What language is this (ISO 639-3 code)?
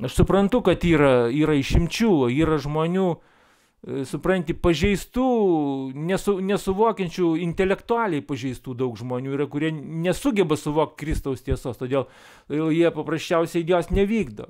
lit